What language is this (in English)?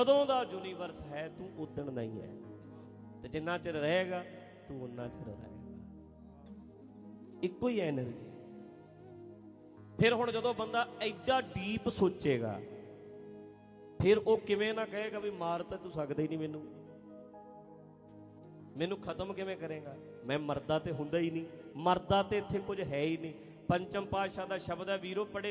Punjabi